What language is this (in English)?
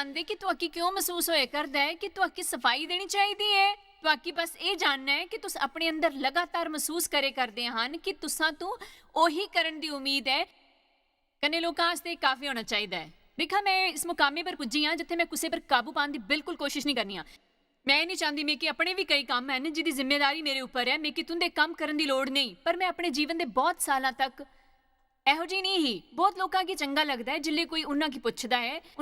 Dogri